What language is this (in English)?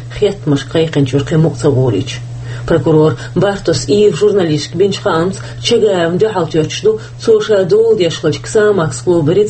Chechen